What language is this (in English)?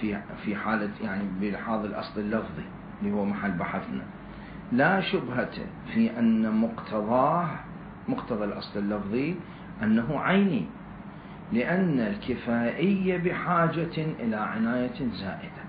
Mesopotamian Arabic